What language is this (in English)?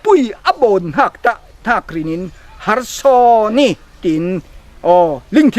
Falam Chin